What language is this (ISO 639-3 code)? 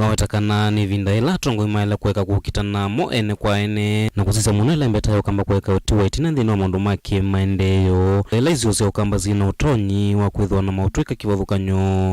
kam